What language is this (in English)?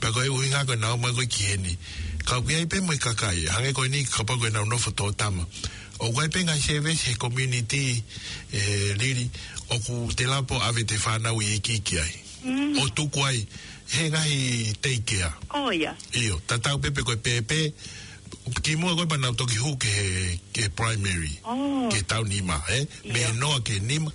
Tongan